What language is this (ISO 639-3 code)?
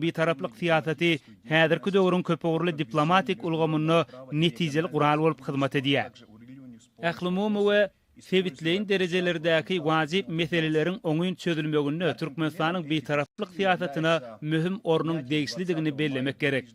tuk